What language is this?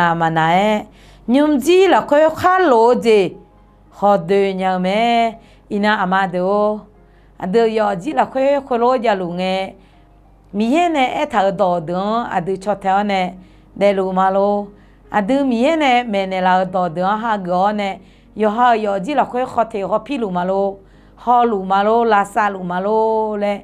Akha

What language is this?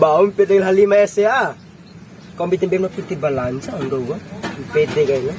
Bima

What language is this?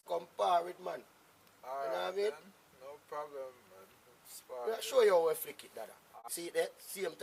Jamaican Creole English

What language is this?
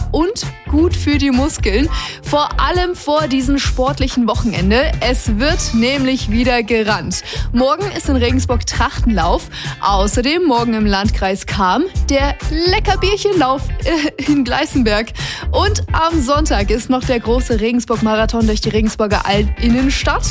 German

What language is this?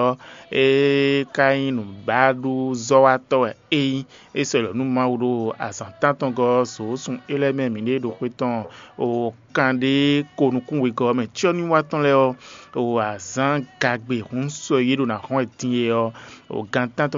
Fon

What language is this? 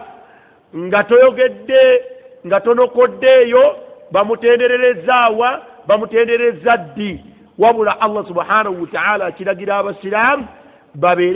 Ganda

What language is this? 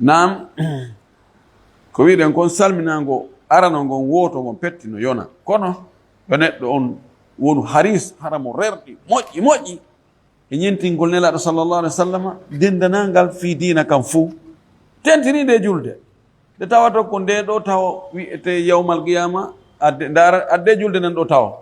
Fula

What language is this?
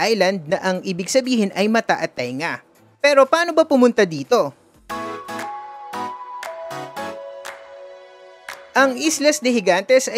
Filipino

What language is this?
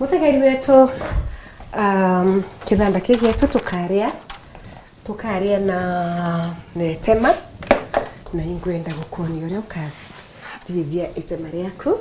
Meru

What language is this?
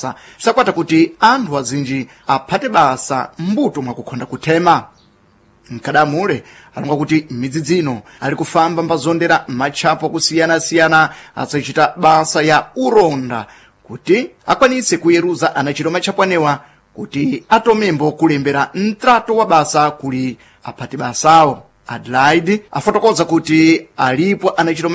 Sena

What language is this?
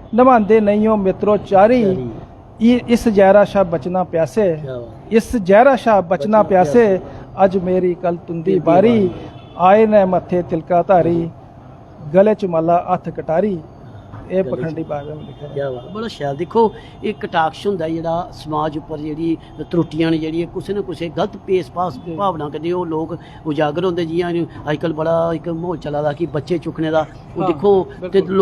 Dogri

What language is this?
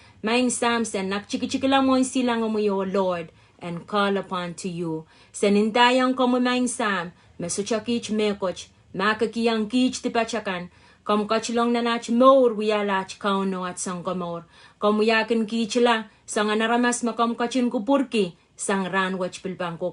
Pohnpeian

